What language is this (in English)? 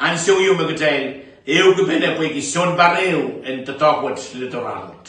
Pohnpeian